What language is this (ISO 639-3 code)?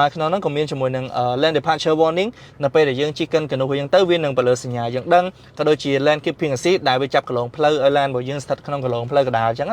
khm